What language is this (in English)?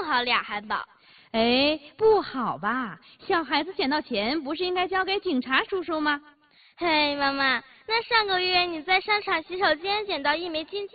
Chinese